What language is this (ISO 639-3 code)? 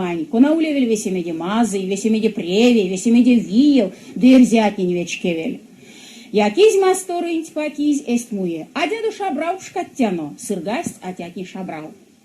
myv